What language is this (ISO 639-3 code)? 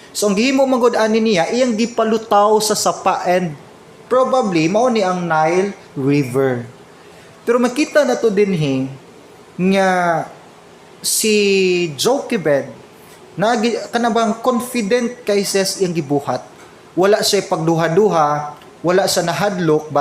ceb